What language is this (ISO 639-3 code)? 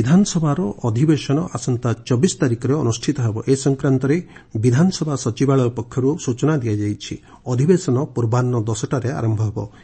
ori